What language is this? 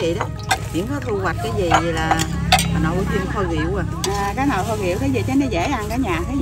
Vietnamese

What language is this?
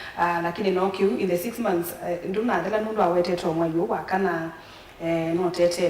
Kamba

